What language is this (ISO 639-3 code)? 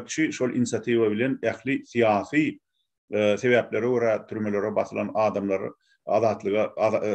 tuk